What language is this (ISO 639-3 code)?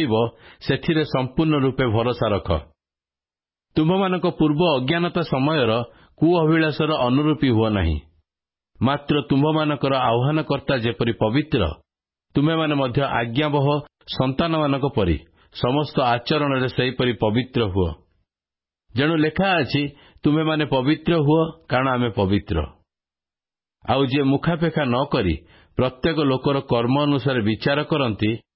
ori